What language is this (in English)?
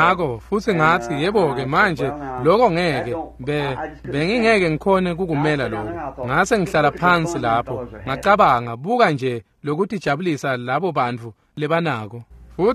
Swati